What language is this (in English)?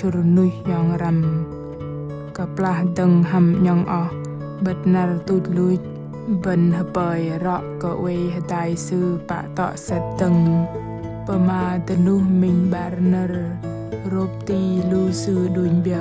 Bahnar